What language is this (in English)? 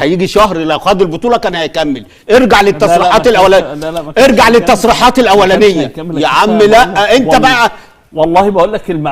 Egyptian Arabic